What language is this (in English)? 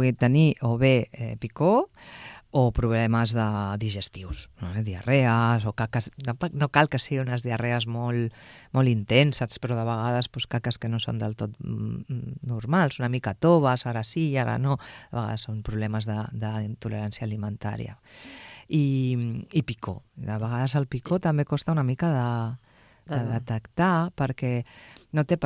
Catalan